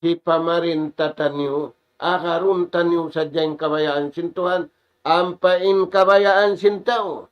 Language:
Tausug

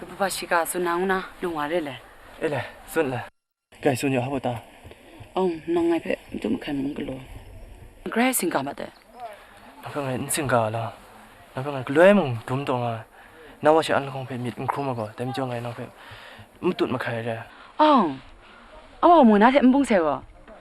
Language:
Kachin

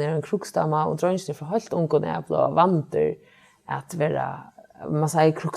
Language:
Faroese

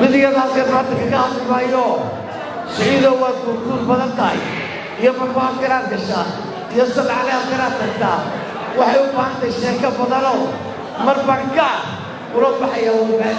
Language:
Somali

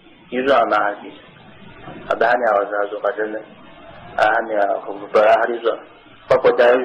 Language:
Kabardian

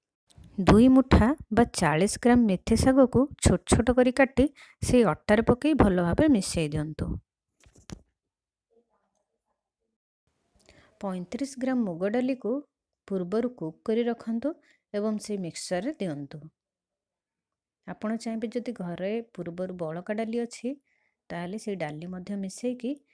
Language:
Odia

